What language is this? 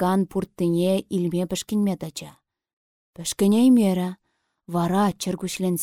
Chuvash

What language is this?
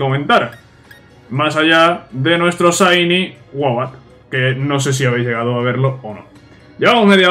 Spanish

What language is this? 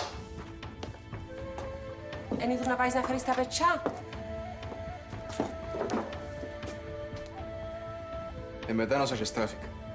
Greek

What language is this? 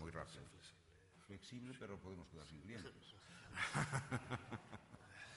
Galician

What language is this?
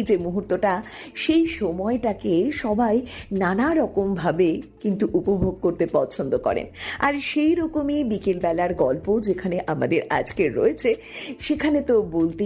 Bangla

